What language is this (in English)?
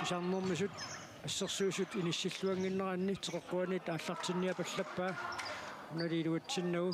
Kalaallisut